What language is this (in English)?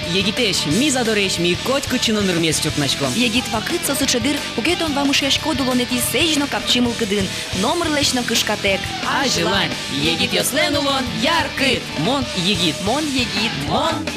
Udmurt